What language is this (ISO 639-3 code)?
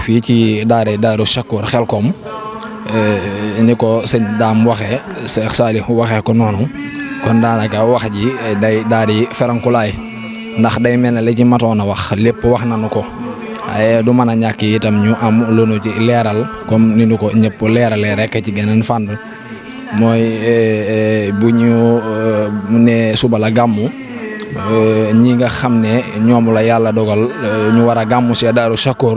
wol